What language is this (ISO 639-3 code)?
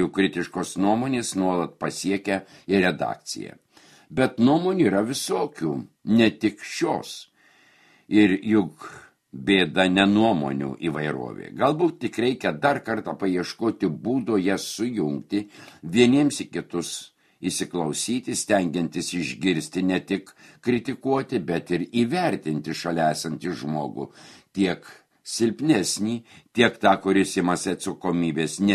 lit